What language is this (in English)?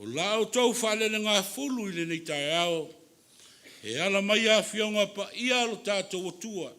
Samoan